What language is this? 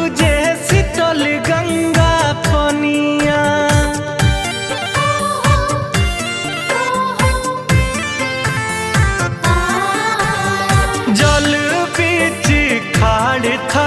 Bhojpuri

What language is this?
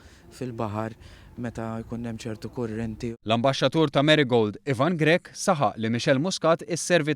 Maltese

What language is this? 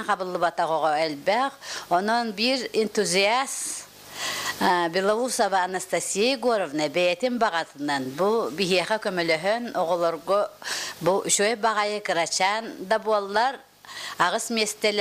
Yakut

